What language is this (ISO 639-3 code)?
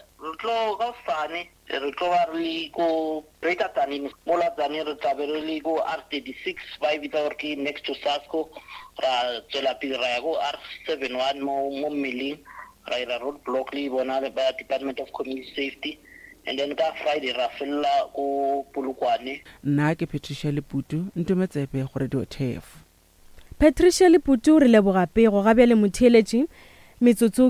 nso